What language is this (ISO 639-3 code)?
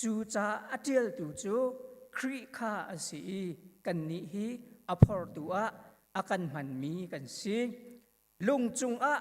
cnh